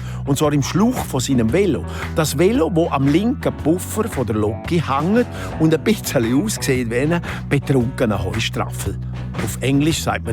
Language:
Swiss German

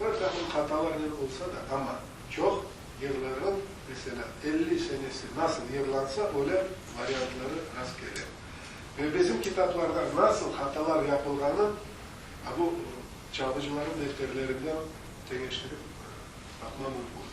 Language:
Crimean Tatar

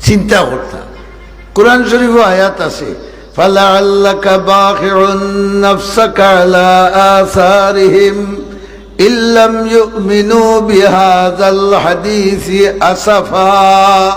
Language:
Sylheti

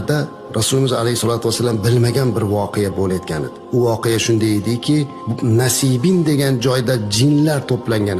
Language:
Uzbek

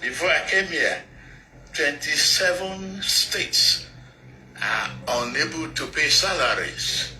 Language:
Yoruba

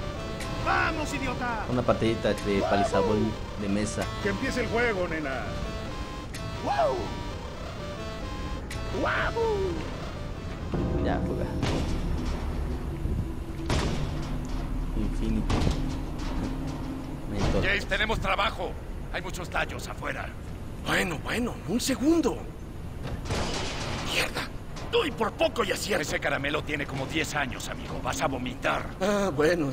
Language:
Spanish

